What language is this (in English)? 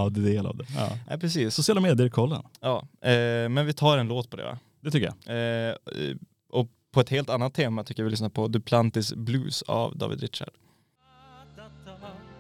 Swedish